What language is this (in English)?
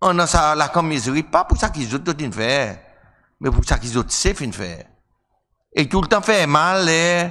Seselwa Creole French